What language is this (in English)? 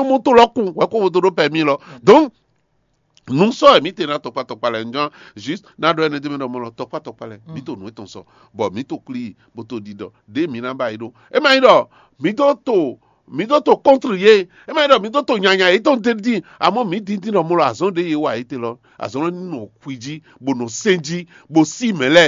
Fon